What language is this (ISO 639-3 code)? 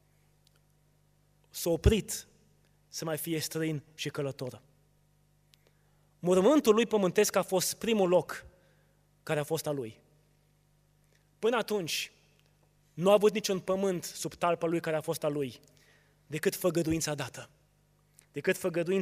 ron